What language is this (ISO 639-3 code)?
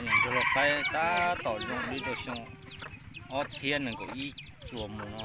hmn